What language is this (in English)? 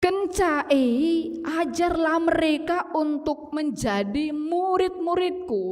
Batak Karo